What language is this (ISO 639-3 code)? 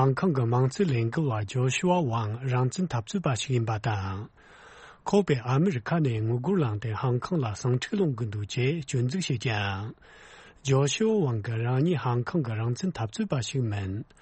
bod